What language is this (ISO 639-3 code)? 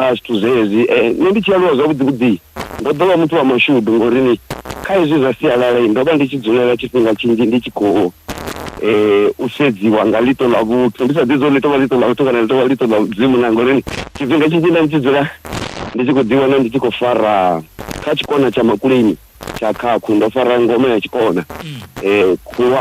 ven